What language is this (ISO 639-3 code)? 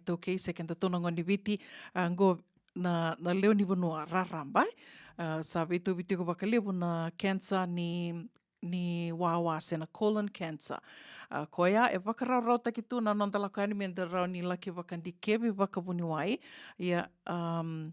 fij